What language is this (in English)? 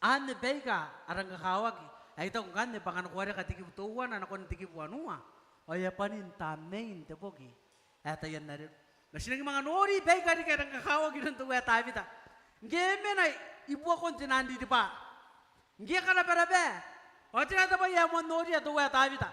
Gilbertese